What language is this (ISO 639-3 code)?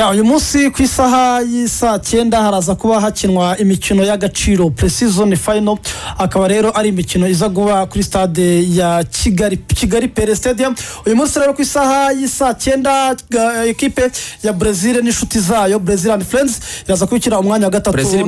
kin